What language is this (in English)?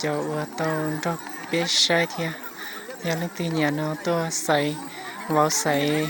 Hmong